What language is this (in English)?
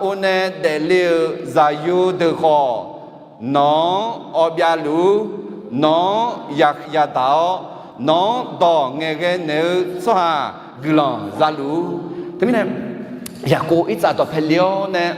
Akha